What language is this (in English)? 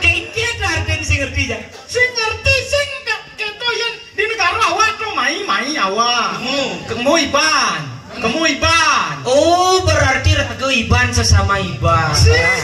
Balinese